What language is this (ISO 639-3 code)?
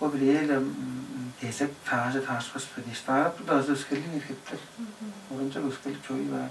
tyv